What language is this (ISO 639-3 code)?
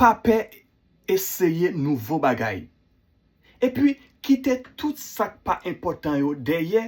hat